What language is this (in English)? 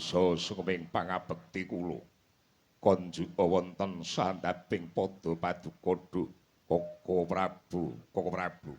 Javanese